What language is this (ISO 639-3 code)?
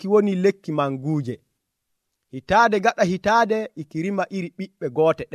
fuv